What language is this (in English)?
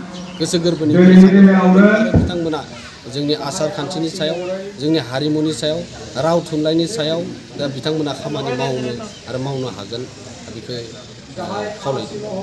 Bodo